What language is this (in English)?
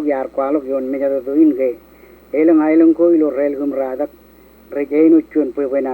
Marshallese